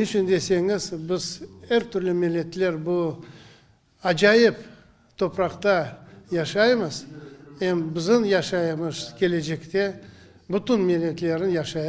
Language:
Crimean Tatar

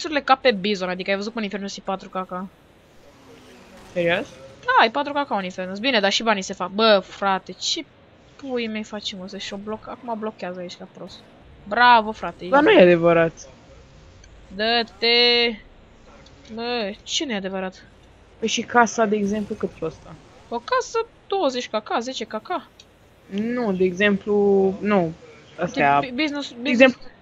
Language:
Romanian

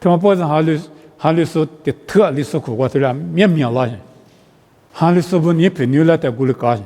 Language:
Lisu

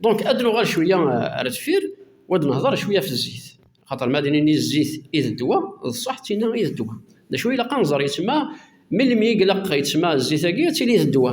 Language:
Kabyle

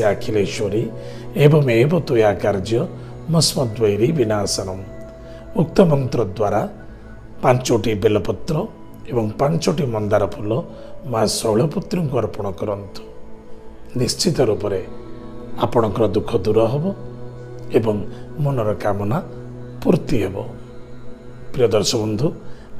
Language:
Odia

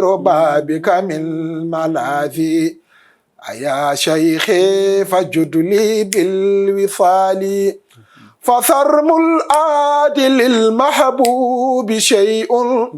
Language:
Fula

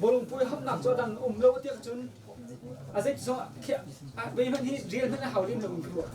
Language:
Hakha Chin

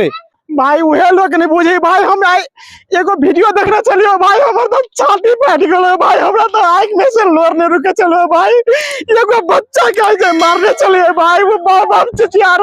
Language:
Maithili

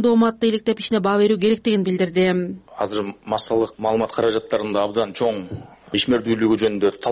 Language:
Kyrgyz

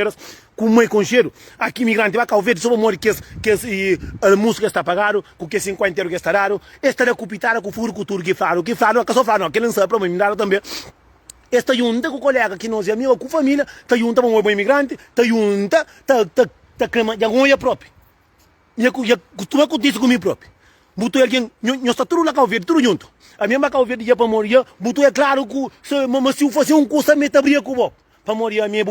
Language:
Kabuverdianu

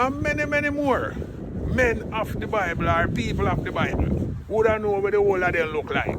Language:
Jamaican Creole English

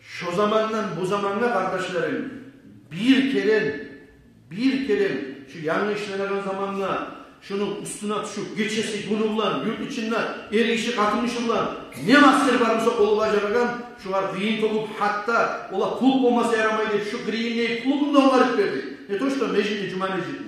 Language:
Kumyk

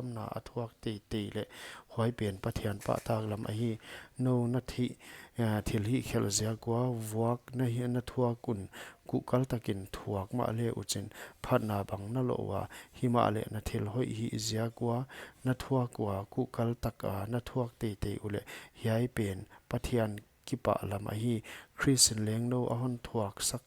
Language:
Paite Chin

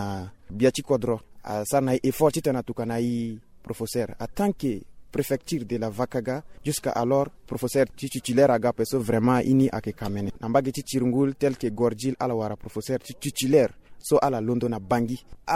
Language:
Sango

